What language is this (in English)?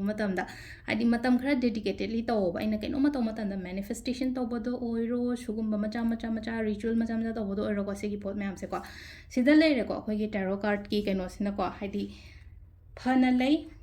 Manipuri